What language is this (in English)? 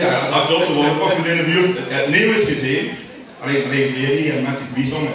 Limburgish